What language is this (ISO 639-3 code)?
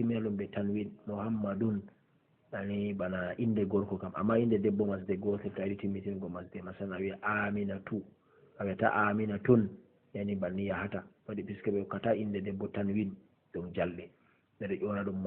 ful